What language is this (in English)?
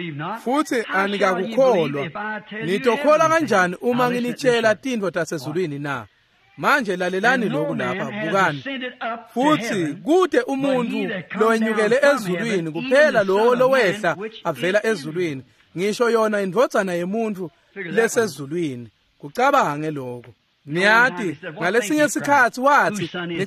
Swati